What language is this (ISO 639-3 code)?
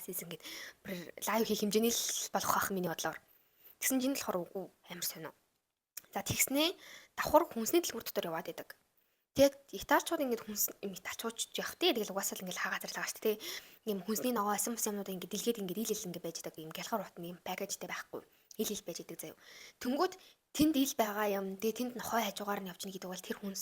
mon